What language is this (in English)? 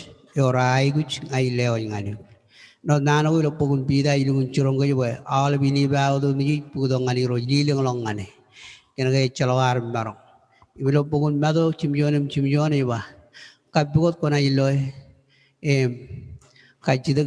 Marshallese